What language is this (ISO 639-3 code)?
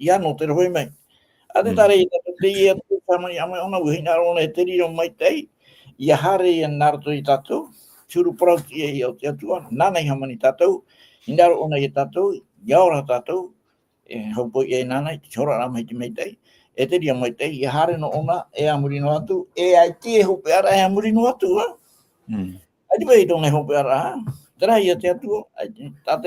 tah